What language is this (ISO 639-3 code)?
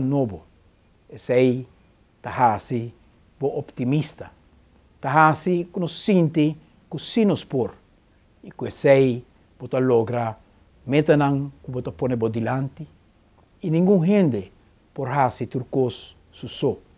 pap